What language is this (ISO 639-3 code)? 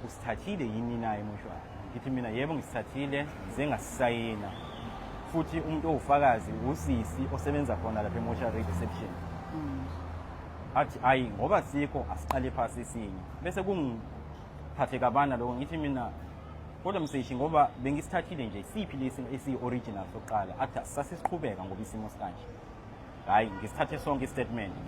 zul